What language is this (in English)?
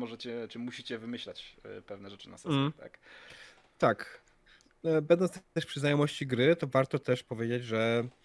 Polish